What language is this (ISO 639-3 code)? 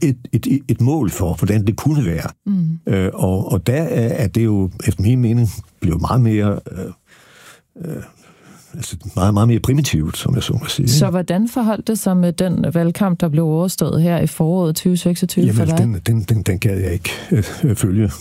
dan